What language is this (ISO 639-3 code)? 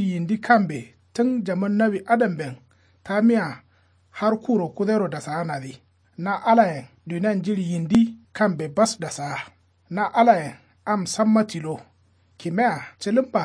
kau